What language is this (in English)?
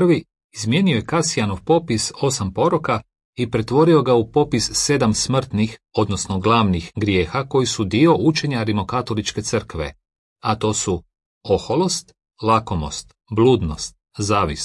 Croatian